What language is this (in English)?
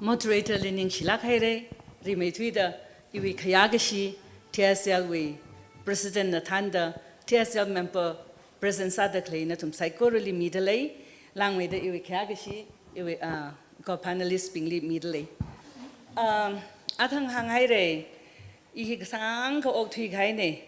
Tangkhul Naga (India)